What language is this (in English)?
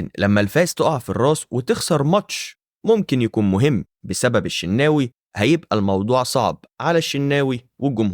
Egyptian Arabic